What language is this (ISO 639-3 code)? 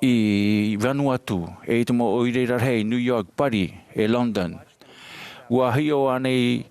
tah